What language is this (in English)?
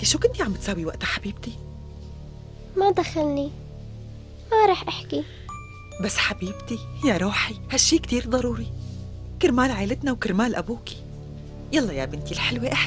North Levantine Arabic